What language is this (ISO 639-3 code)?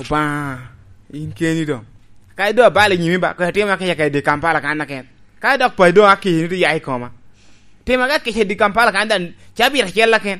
laj